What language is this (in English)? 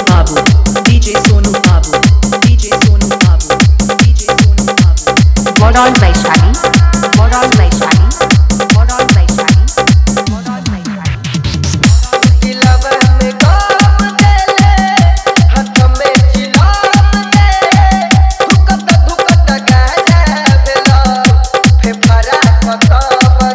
Bhojpuri